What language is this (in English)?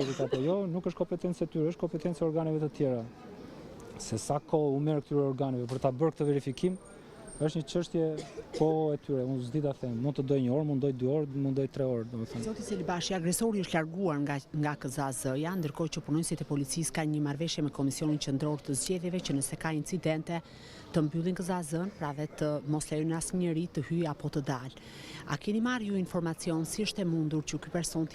Albanian